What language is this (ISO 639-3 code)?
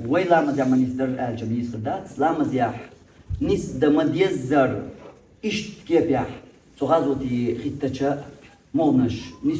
che